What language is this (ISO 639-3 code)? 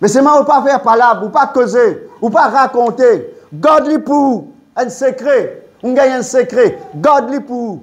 mfe